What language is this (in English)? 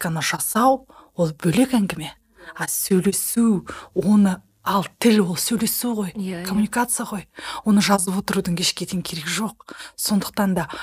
Kazakh